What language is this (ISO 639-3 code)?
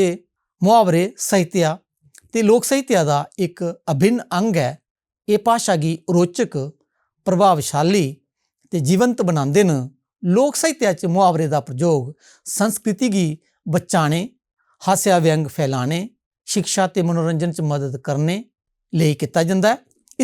doi